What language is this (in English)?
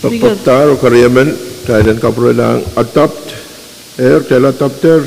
Pohnpeian